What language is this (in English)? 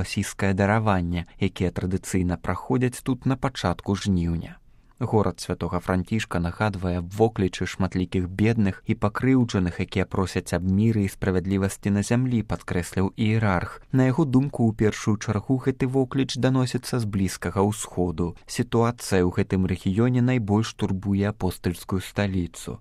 Belarusian